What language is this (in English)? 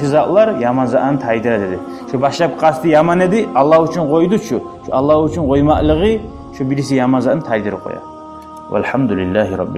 Kumyk